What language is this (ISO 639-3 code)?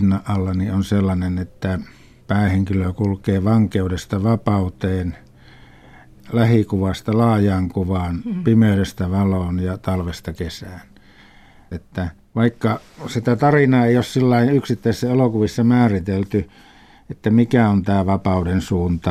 fin